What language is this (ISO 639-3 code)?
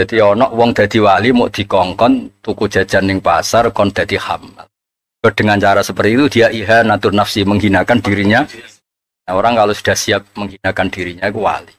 jav